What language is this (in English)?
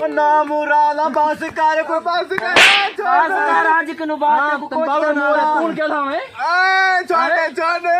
Saraiki